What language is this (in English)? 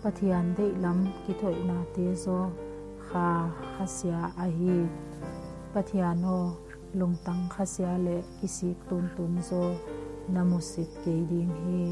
Paite Chin